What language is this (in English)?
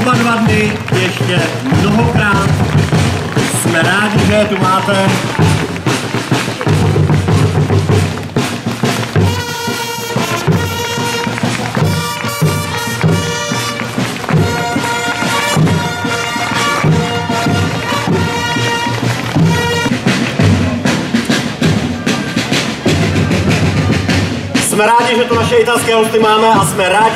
Czech